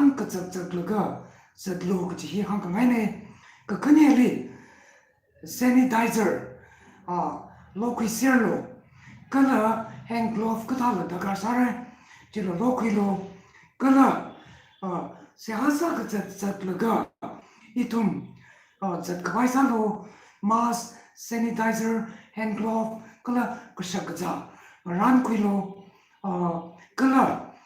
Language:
Tangkhul Naga (India)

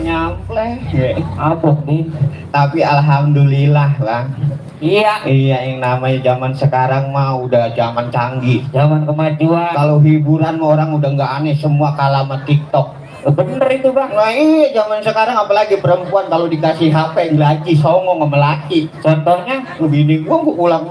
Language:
Betawi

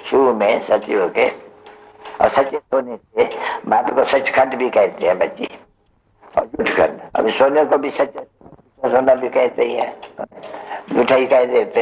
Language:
Hindi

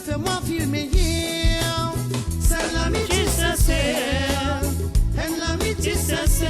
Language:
Morisyen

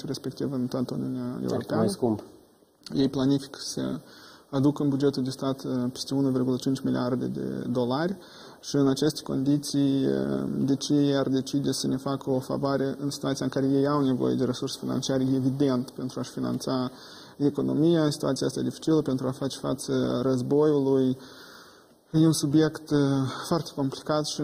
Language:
Romanian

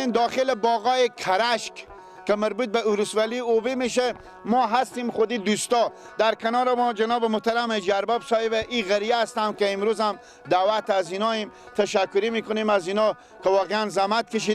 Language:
Persian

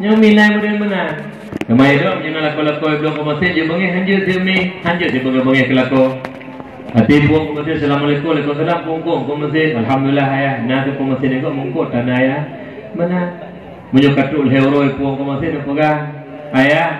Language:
Achinese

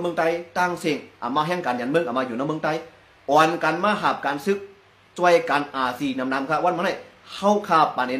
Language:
Shan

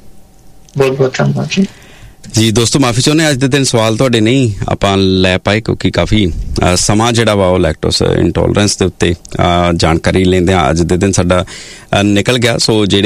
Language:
Punjabi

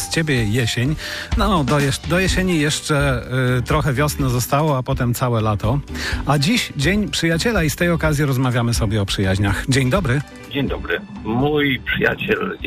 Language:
Polish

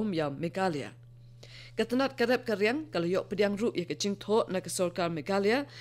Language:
Khasi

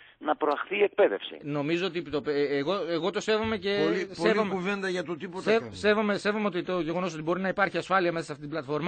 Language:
Greek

